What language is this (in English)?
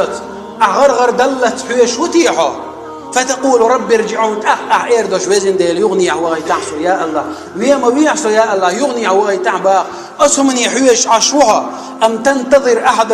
Chechen